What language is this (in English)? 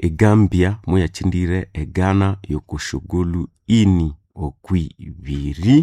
Nande